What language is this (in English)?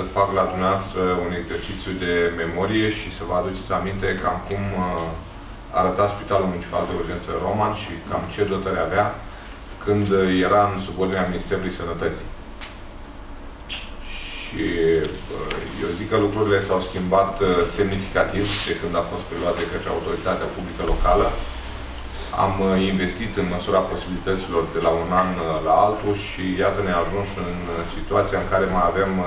Romanian